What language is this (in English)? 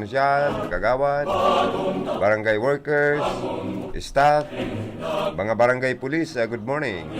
Bikol